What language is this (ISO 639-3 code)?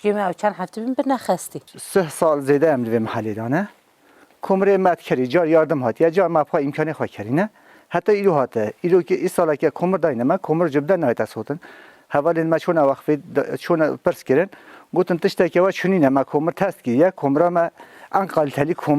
kur